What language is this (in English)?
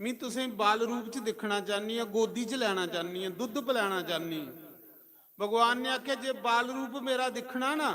Dogri